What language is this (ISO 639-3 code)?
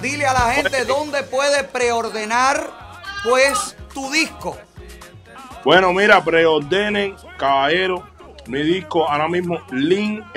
spa